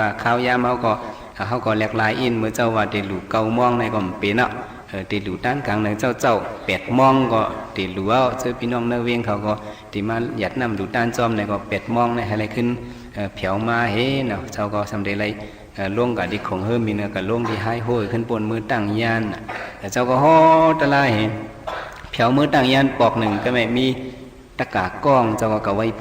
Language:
Shan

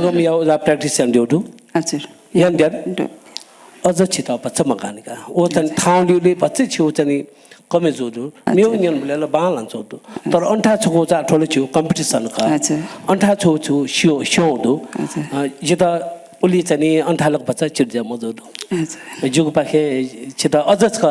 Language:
Newari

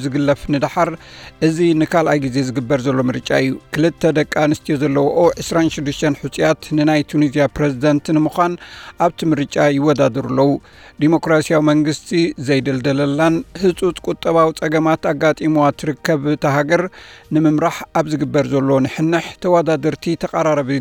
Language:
Tigrinya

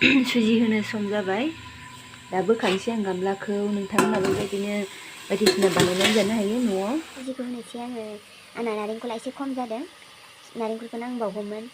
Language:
Bodo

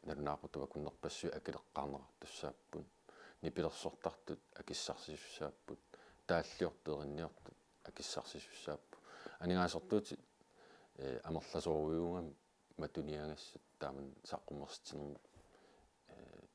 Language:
Kalaallisut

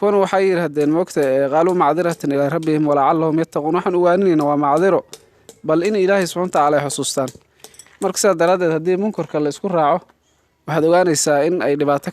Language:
Somali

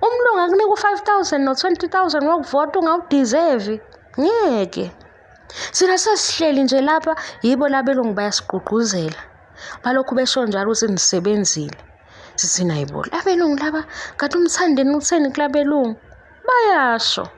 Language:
Zulu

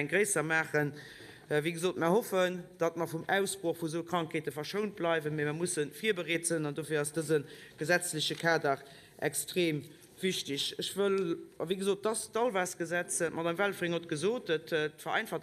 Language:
Luxembourgish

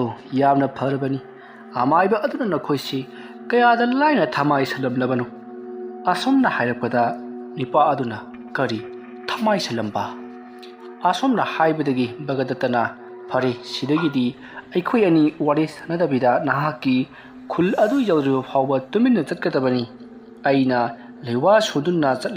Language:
Manipuri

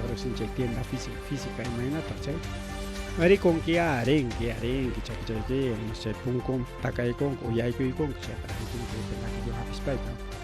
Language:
Ayacucho Quechua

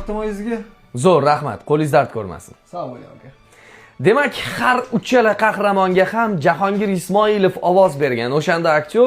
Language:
Uzbek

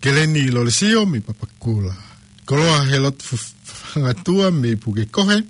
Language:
Tongan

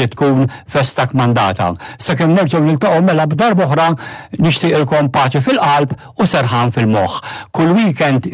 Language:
Maltese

